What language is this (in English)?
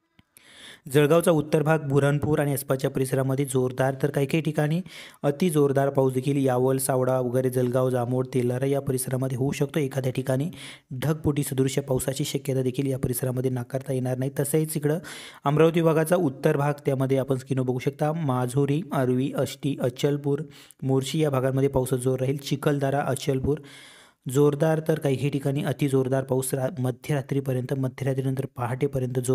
Marathi